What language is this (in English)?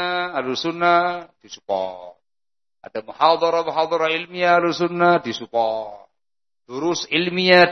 Indonesian